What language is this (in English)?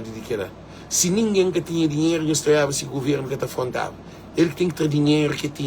Kabuverdianu